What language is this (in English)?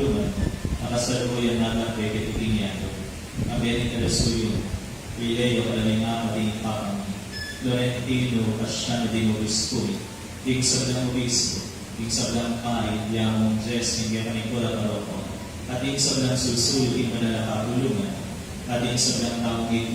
Pampanga